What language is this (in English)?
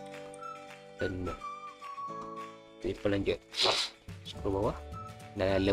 Malay